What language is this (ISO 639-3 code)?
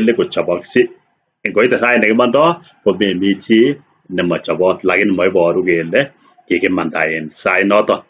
kln